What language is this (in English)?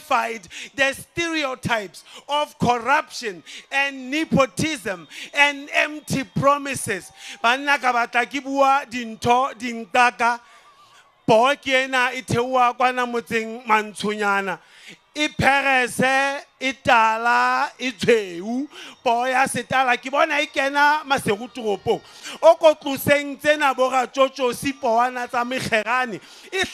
Southern Sotho